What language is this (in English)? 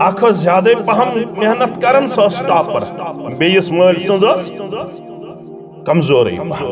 Kashmiri